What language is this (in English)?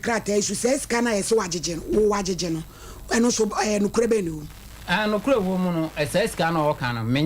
Akan